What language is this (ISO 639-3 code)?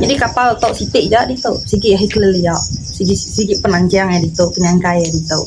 iba